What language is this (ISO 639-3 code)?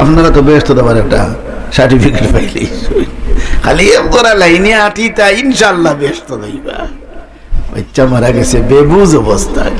syl